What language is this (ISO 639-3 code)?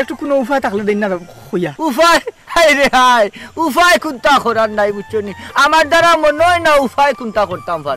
syl